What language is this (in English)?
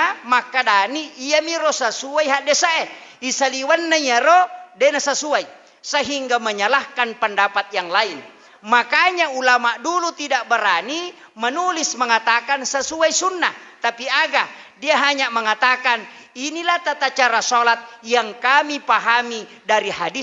Buginese